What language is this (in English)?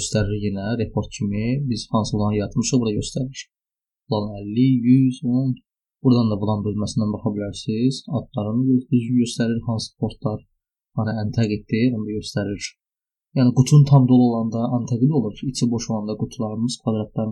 Azerbaijani